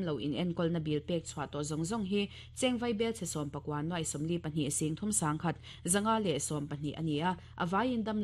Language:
Mizo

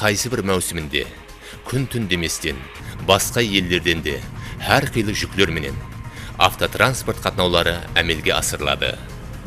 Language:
Kara-Kalpak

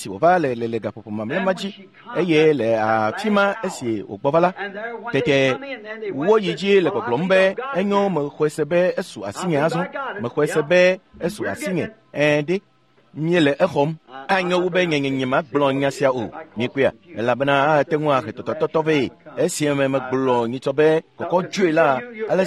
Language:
Ewe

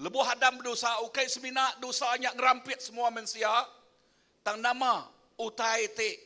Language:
Iban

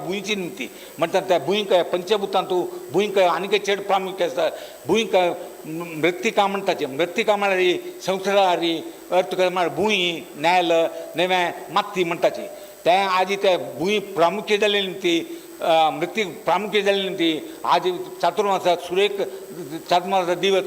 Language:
Konkani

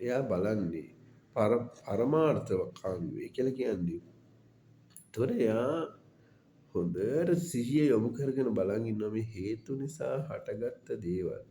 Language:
Sinhala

